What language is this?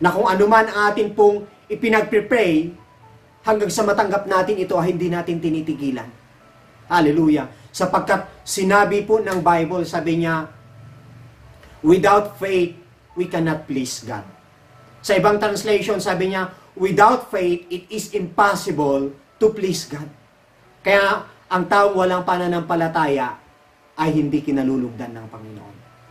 Filipino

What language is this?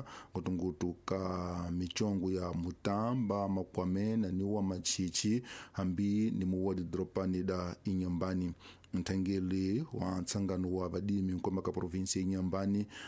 Tsonga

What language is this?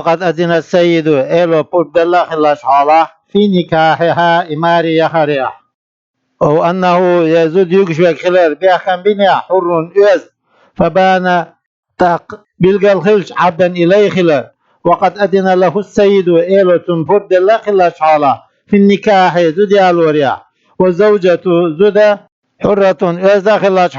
Chechen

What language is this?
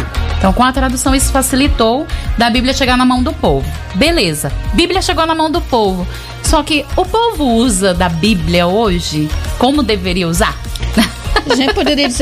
Portuguese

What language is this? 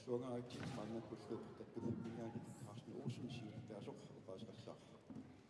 Kalaallisut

